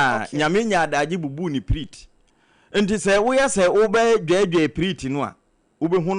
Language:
Akan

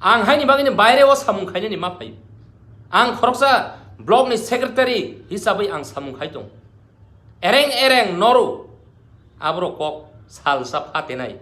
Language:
Kok Borok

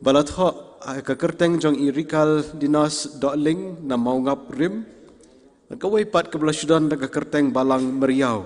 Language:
Khasi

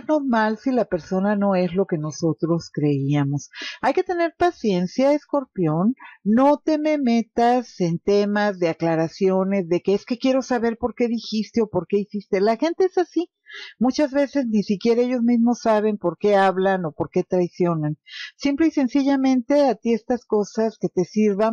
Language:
Spanish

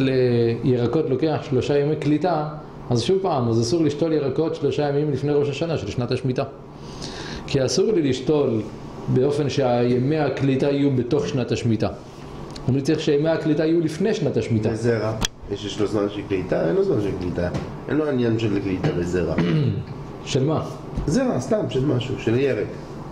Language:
Hebrew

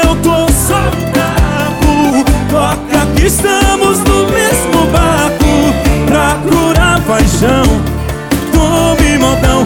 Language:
Portuguese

